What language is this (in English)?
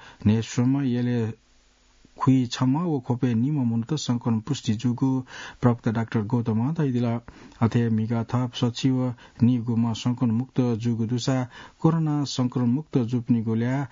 Newari